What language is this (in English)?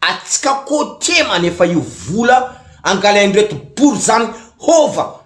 Malagasy